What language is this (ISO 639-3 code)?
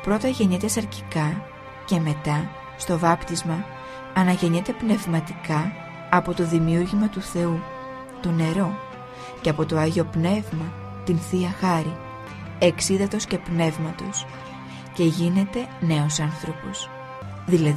ell